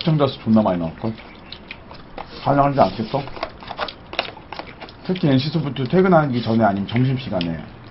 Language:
Korean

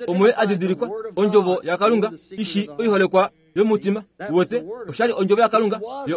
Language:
Kuanyama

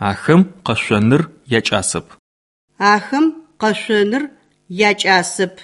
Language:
Albanian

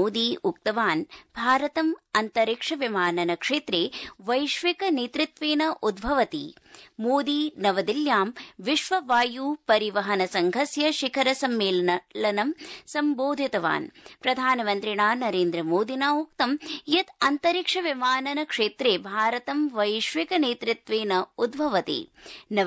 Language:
Sanskrit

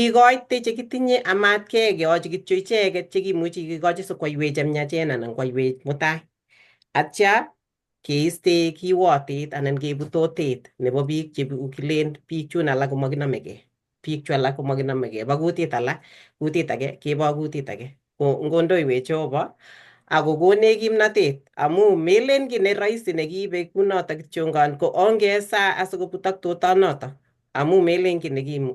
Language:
Kalenjin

